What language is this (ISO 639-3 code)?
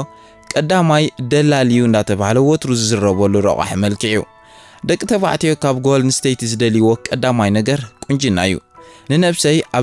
tir